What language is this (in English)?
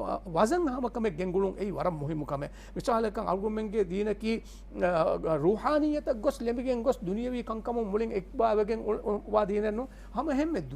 Divehi